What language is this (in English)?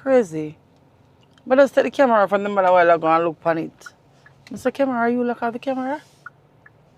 Jamaican Creole English